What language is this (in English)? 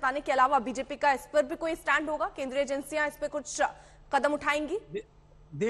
Hindi